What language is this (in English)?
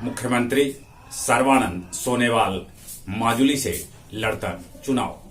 Magahi